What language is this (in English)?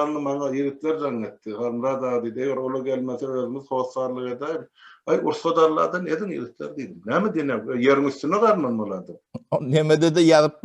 Turkmen